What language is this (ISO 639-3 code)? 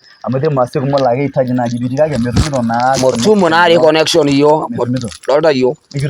mas